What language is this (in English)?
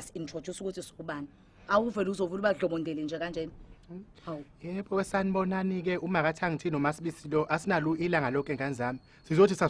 Zulu